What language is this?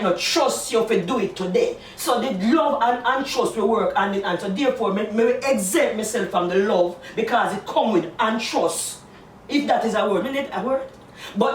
Jamaican Creole English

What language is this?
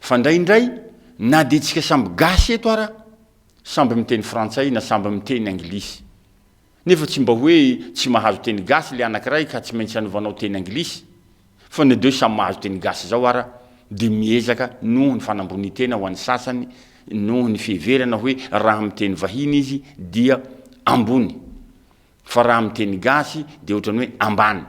Malagasy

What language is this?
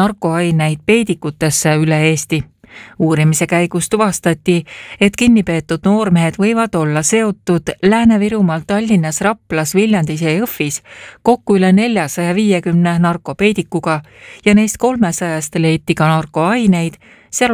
Estonian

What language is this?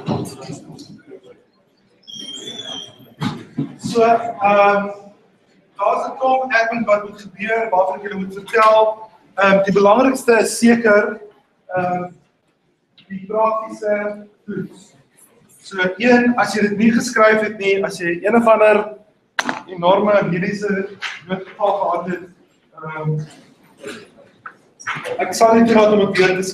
Afrikaans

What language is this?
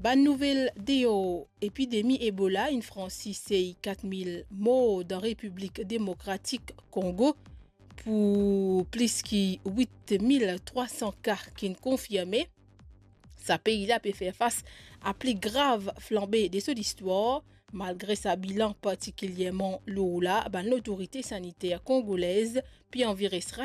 Morisyen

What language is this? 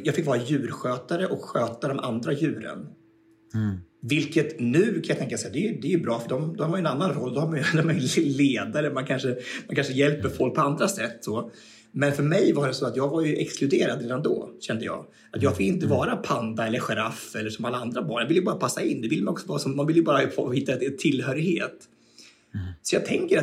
Swedish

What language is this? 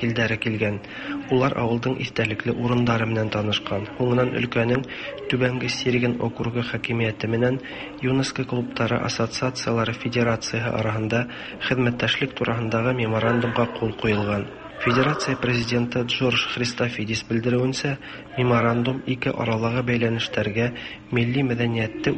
Tatar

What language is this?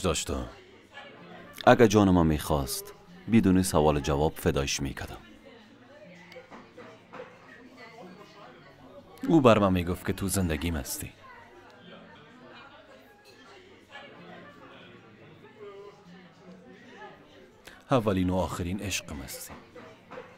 Persian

